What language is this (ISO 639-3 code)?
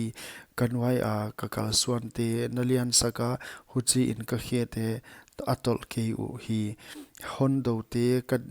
pck